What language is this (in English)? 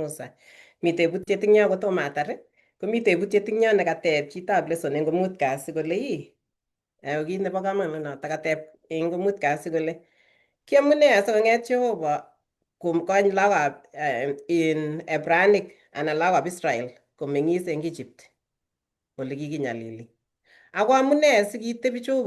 Kalenjin